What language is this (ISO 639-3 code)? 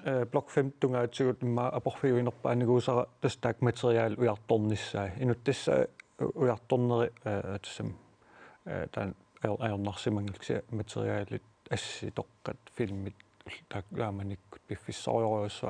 kal